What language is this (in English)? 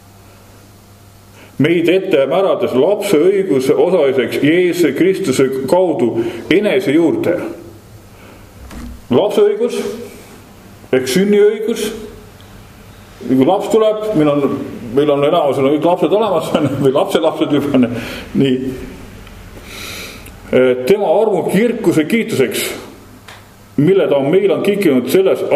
Estonian